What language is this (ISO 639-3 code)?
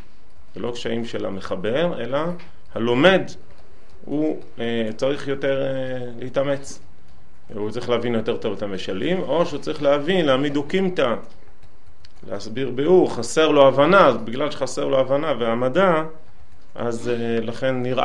heb